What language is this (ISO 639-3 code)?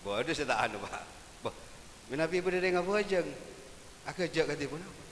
mad